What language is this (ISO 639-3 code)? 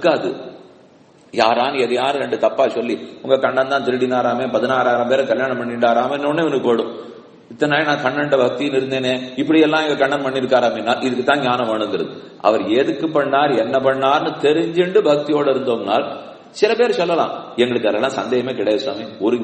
tam